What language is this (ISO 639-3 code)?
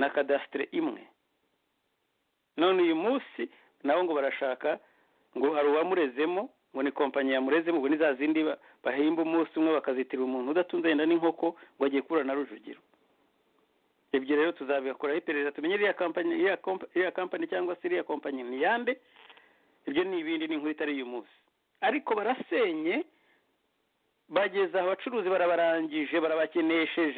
kin